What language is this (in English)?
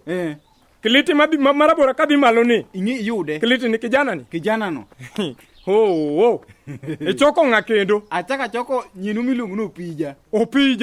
Luo (Kenya and Tanzania)